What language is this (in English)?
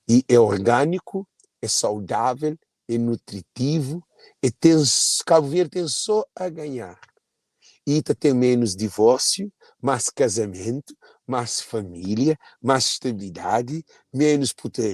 Kabuverdianu